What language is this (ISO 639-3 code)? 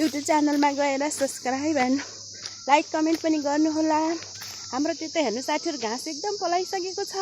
nep